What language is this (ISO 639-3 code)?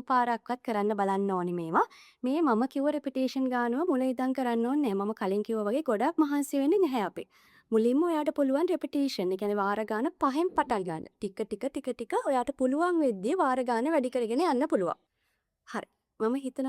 sin